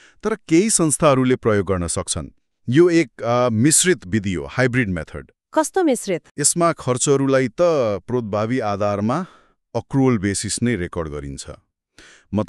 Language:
Nepali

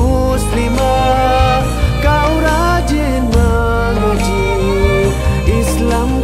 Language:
Malay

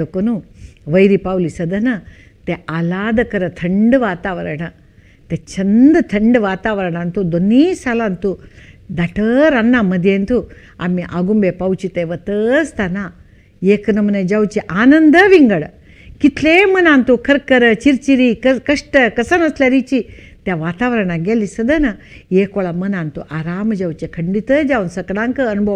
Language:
Konkani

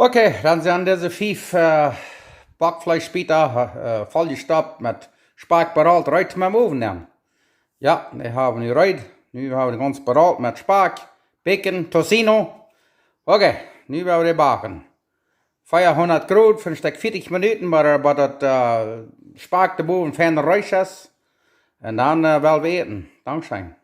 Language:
Plautdietsch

